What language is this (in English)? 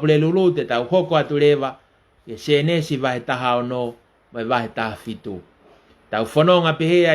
Tongan